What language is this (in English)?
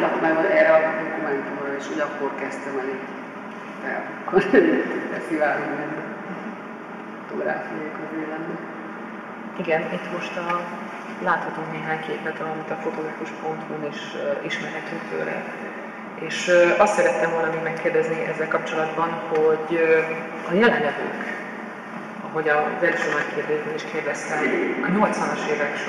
Hungarian